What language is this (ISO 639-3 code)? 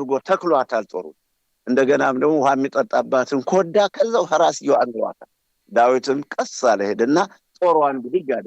amh